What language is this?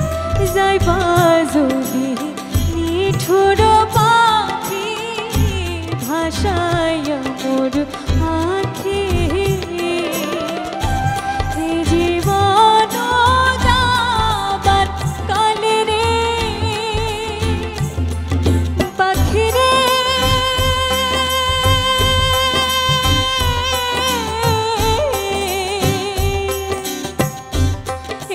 Bangla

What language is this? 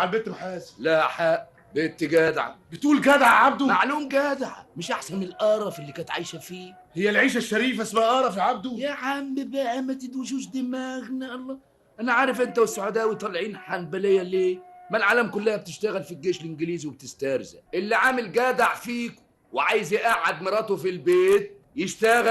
Egyptian Arabic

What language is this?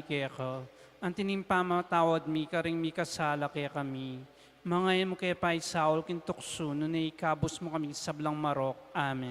Pampanga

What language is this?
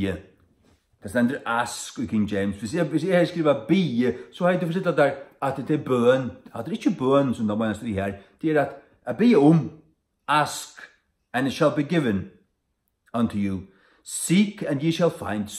Faroese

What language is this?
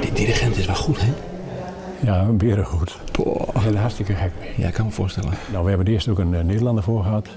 Western Frisian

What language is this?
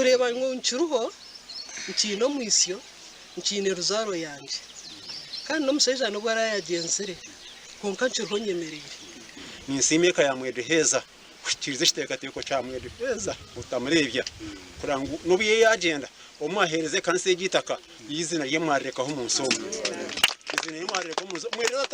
Nyankole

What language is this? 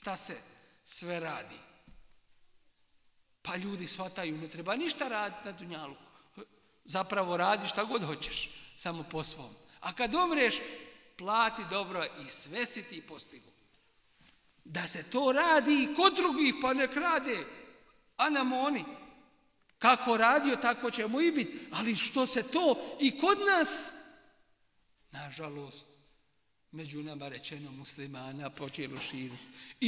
Bosnian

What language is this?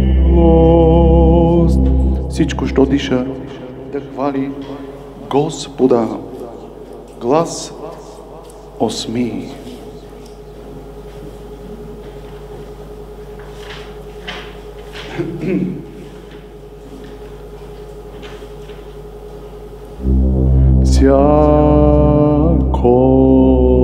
Bulgarian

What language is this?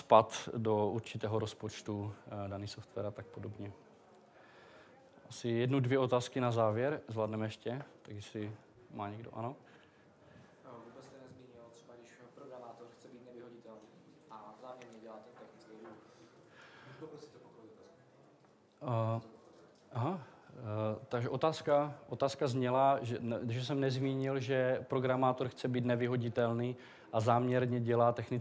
Czech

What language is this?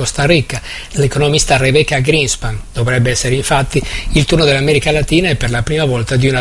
Italian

